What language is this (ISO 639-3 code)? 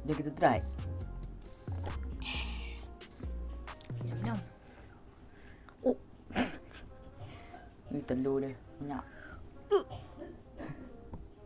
msa